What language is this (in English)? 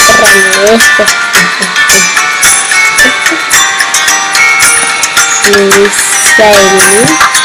Indonesian